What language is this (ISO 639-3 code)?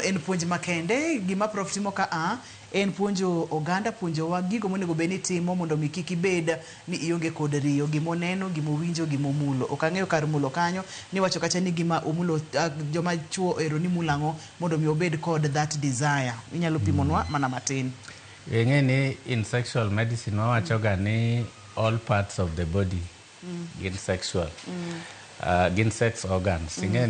luo